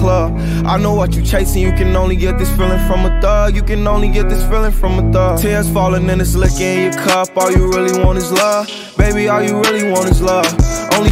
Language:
English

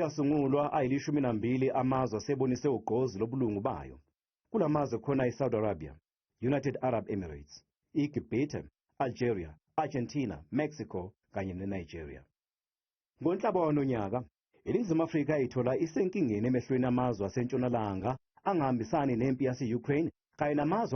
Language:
Zulu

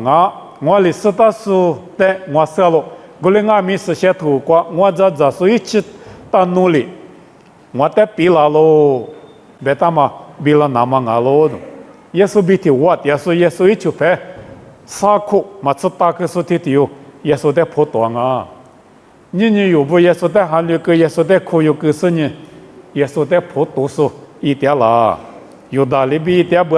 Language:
Lisu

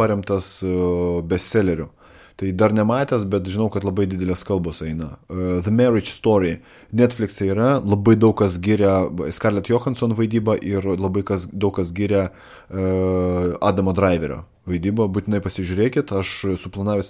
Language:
Lithuanian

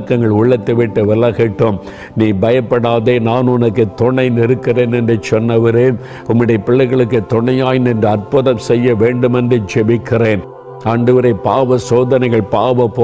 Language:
Tamil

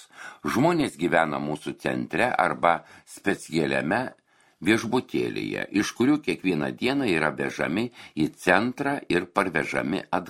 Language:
Lithuanian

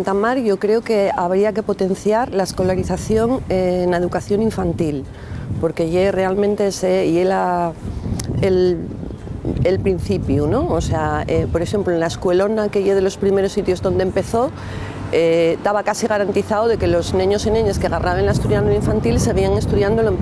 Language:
Asturian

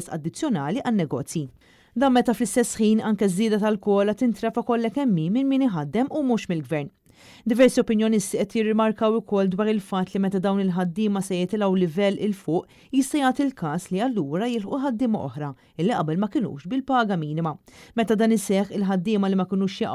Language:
Maltese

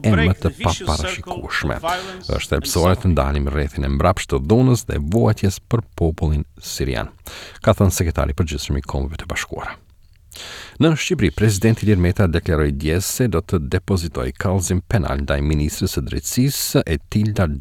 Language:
Albanian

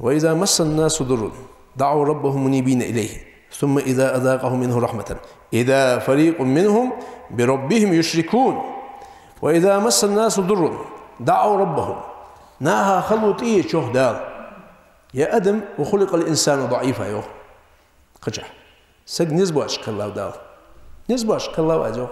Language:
Ingush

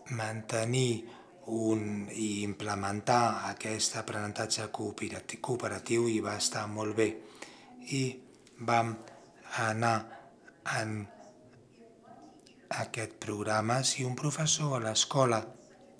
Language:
Catalan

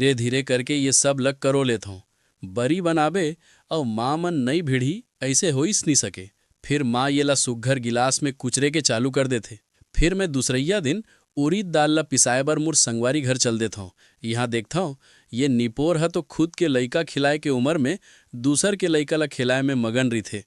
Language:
Chhattisgarhi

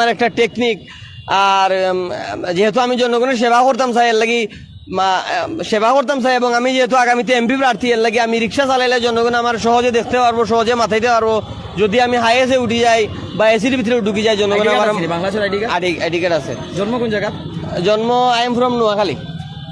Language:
Sylheti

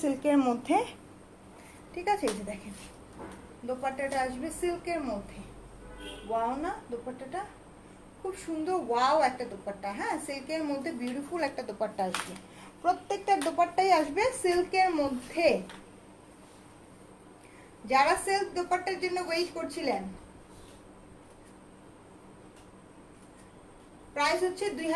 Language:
Bangla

